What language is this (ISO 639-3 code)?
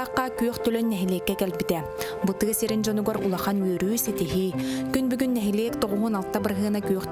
sah